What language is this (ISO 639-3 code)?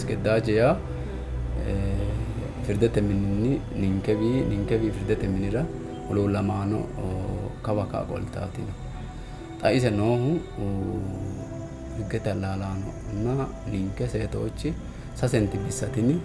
sid